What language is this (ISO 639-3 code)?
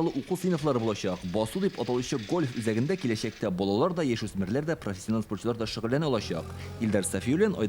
tat